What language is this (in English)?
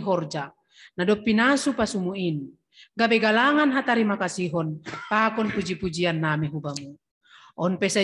Batak Simalungun